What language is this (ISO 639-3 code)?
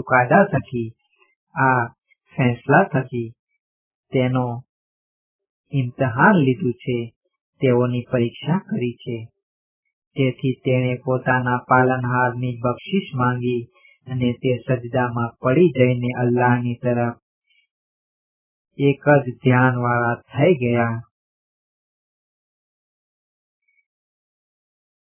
guj